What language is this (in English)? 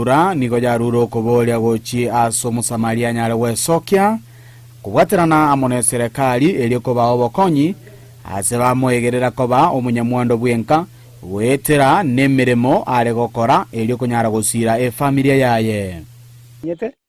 Gusii